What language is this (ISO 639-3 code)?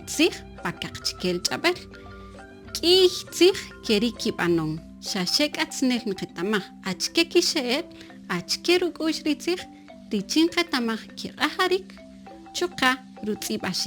cak